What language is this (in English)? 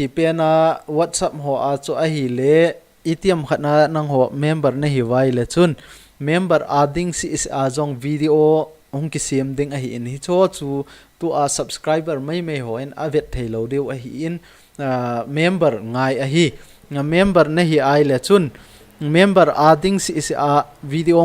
Thado Chin